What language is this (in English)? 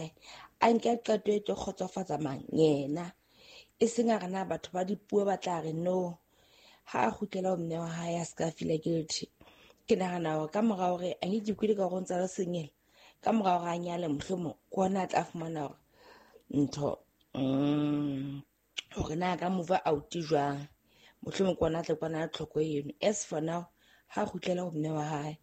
Southern Sotho